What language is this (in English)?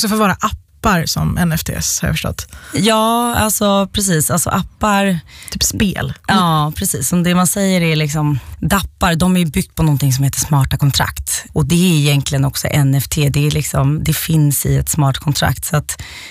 Swedish